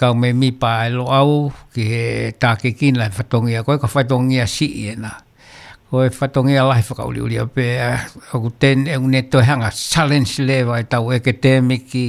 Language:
Tongan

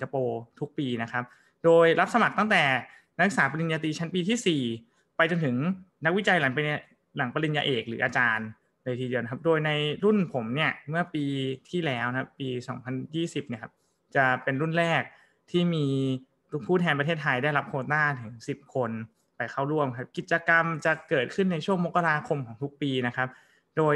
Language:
Thai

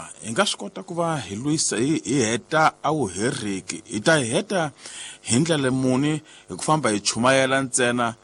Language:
Tsonga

